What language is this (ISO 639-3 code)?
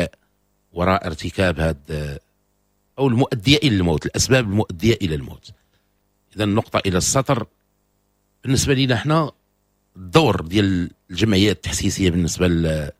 ary